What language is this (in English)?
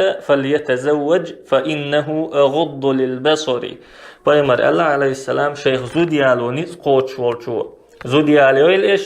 Chechen